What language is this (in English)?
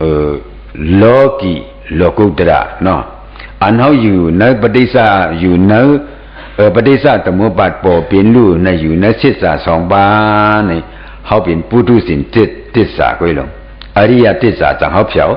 Shan